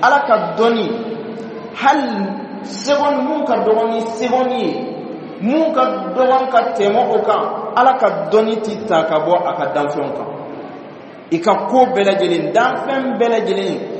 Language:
Bambara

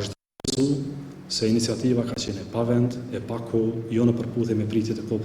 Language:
Albanian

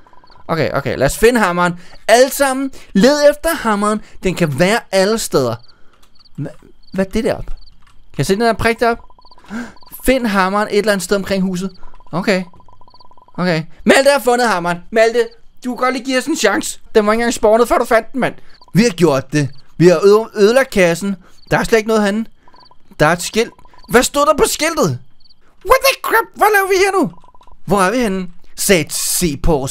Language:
Danish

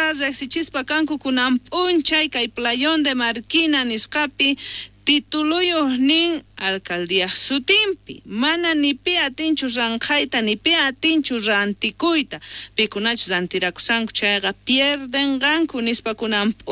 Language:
South Bolivian Quechua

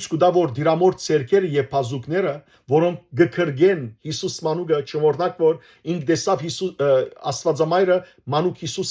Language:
Western Armenian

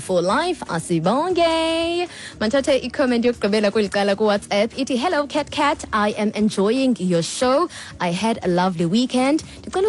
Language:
Xhosa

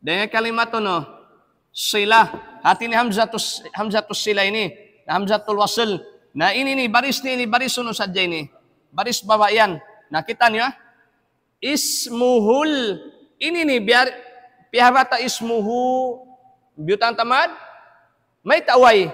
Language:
Tausug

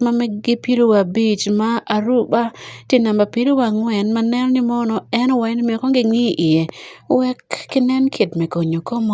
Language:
Acoli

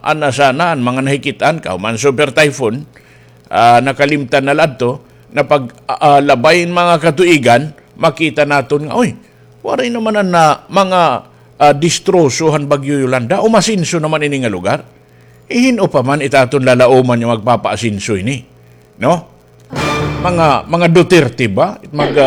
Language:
Waray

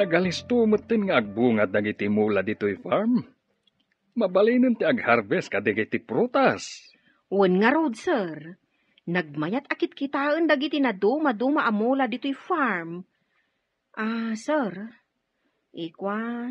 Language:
Iloko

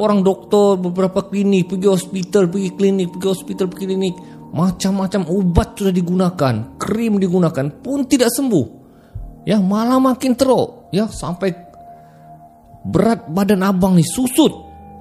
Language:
Malay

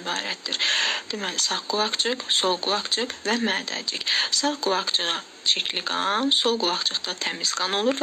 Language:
Azerbaijani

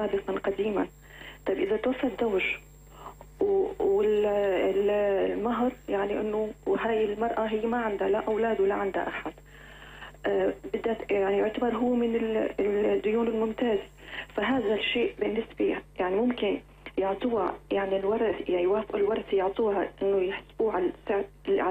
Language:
North Levantine Arabic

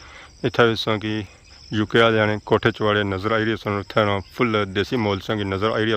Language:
Pahari-Potwari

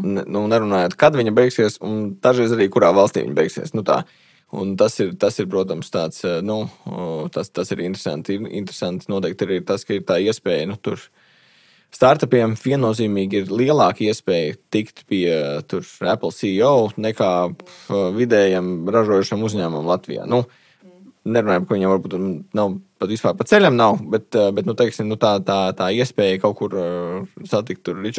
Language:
Latvian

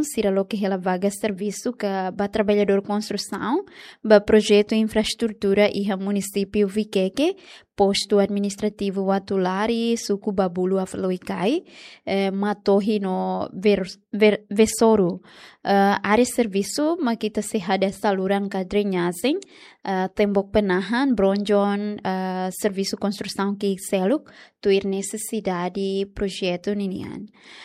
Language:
Tetum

